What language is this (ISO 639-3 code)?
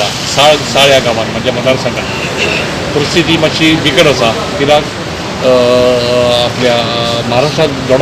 kok